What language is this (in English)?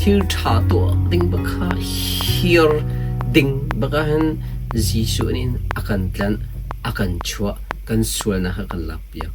Hakha Chin